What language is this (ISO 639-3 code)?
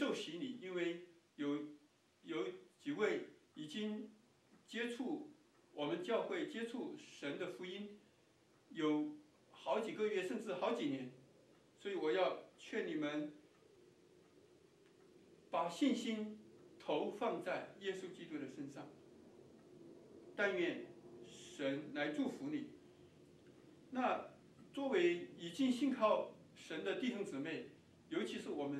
zho